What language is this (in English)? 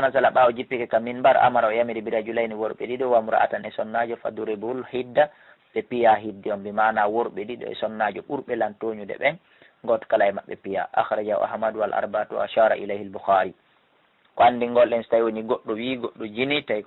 Fula